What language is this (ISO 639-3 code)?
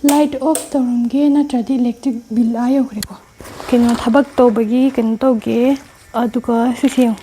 mni